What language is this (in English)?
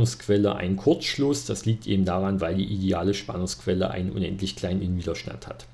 German